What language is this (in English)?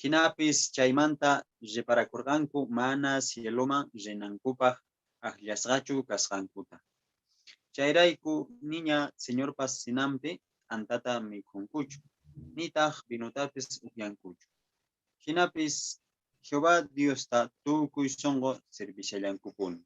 Quechua